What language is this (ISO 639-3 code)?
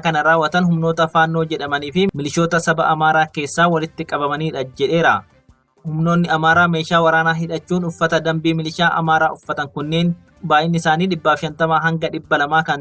orm